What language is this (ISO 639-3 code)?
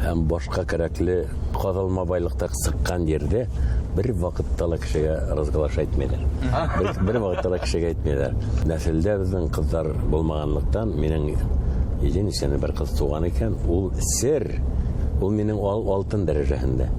bak